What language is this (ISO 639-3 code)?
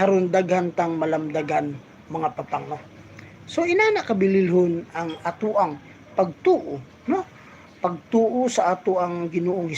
ceb